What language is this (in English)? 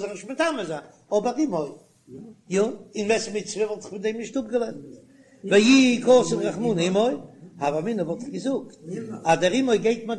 Yiddish